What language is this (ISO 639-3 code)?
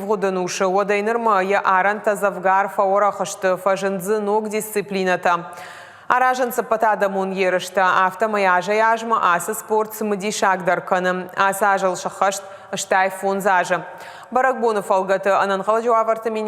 oss